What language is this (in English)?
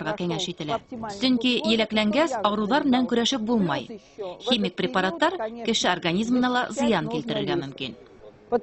Bashkir